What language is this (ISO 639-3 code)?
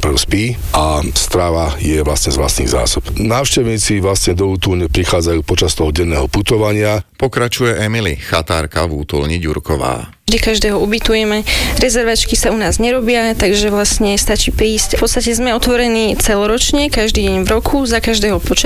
slk